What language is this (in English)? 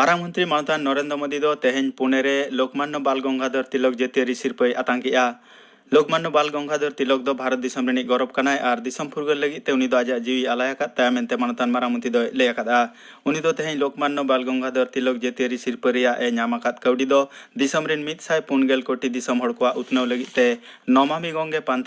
Santali